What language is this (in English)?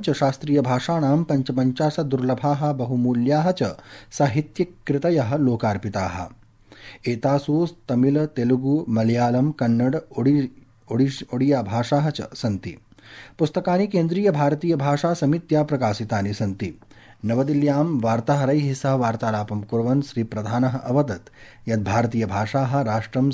Sanskrit